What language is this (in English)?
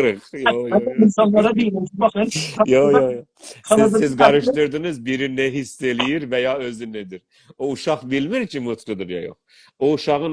South Azerbaijani